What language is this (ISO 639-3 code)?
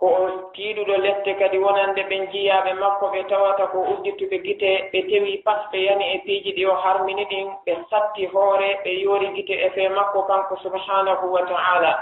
ful